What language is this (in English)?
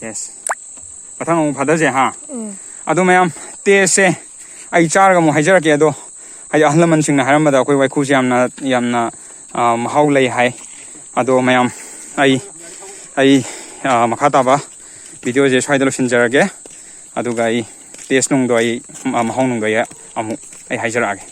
Manipuri